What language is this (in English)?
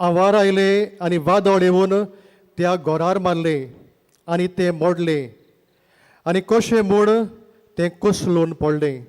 Konkani